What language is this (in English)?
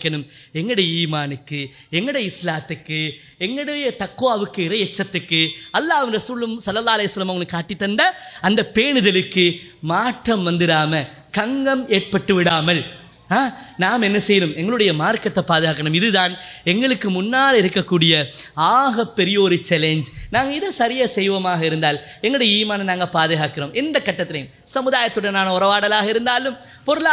Tamil